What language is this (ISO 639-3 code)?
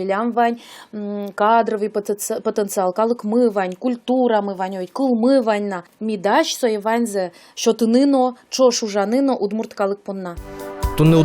udm